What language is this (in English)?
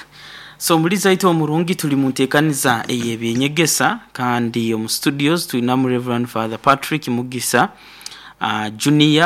Nyoro